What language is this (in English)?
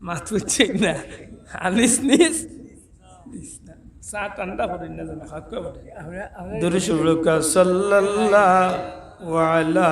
Sylheti